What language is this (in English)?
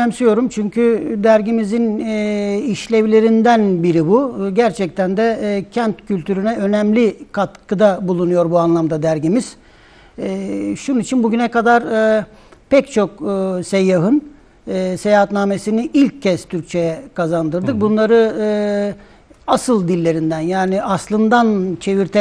Turkish